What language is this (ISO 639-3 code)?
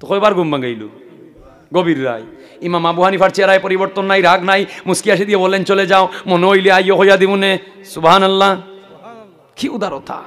syl